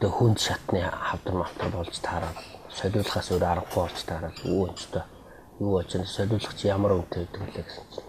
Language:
Mongolian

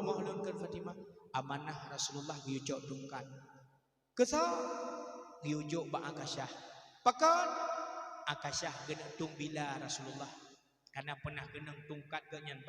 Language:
Achinese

